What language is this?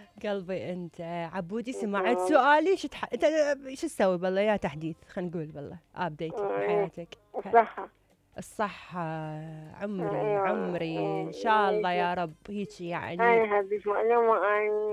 Mesopotamian Arabic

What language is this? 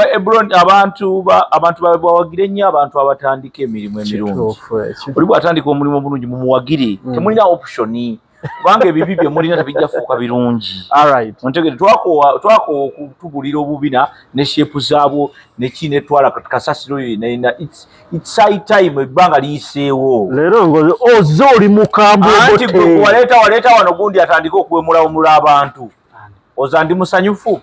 Ganda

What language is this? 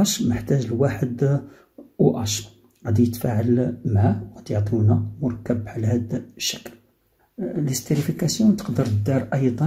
Moroccan Arabic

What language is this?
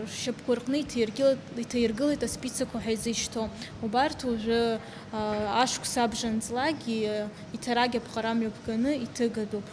Abkhazian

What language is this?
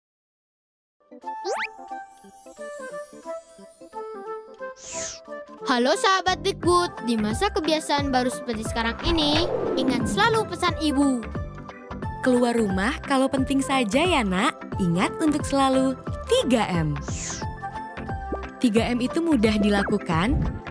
Indonesian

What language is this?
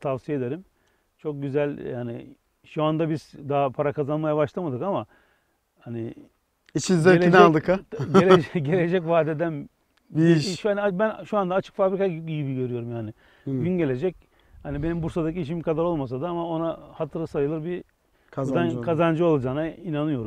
Turkish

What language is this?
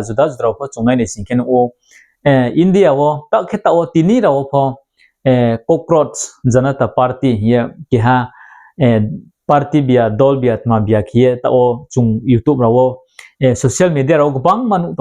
Riang (India)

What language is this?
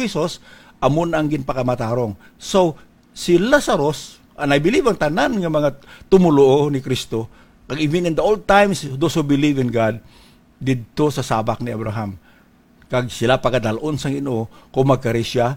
Hiligaynon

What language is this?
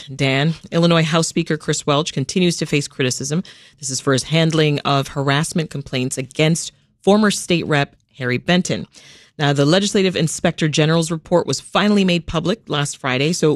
English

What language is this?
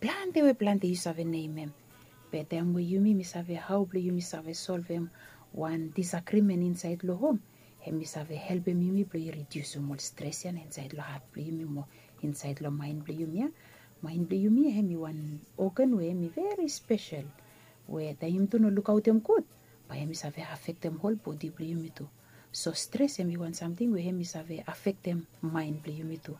Bislama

